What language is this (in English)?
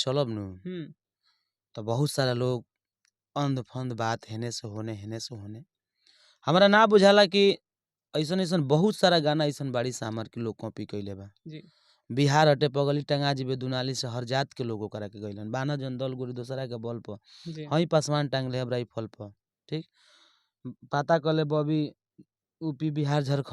Bhojpuri